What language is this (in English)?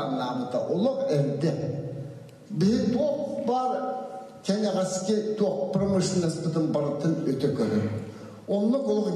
Yakut